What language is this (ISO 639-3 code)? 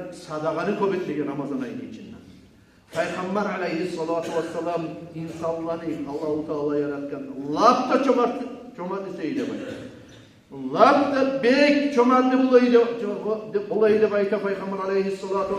kum